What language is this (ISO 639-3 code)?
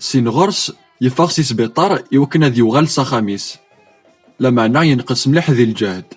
kab